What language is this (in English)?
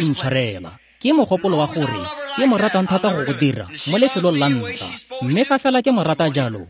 Tswana